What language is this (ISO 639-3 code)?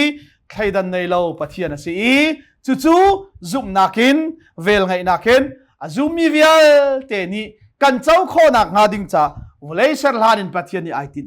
cnh